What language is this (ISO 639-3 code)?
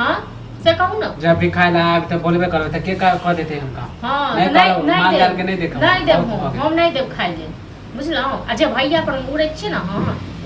mai